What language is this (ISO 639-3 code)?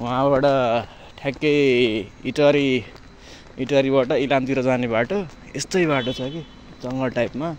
nep